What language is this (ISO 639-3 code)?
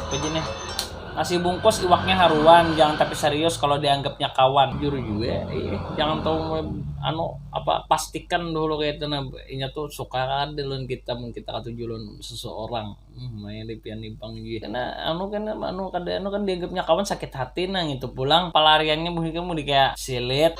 bjn